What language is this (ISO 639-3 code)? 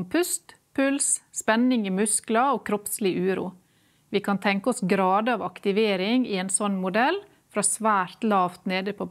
nor